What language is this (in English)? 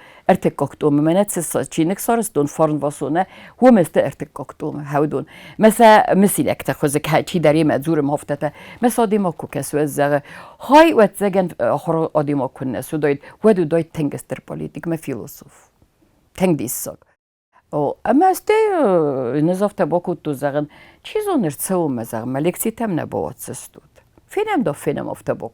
Ossetic